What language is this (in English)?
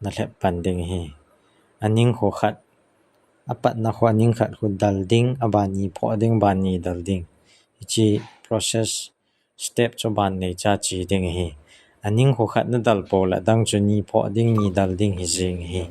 Thado Chin